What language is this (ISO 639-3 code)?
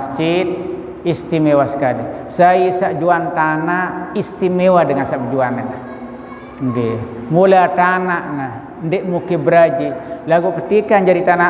sas